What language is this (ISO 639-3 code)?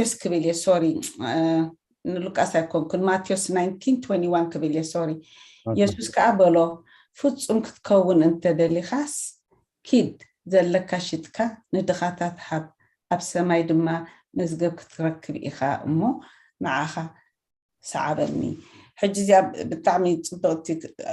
tir